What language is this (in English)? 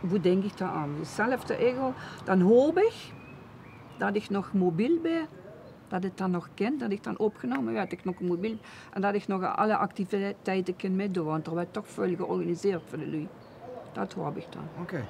Limburgish